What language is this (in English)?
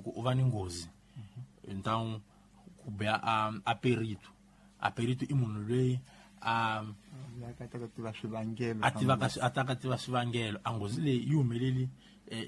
Tsonga